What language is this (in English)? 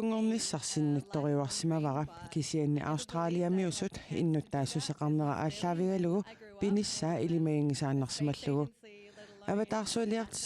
Kalaallisut